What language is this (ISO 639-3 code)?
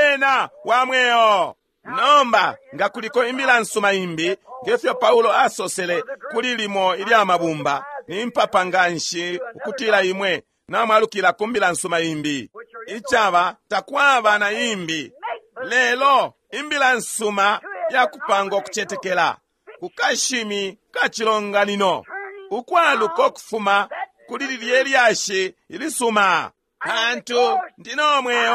bem